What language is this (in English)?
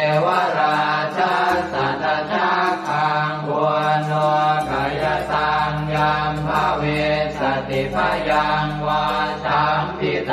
Pali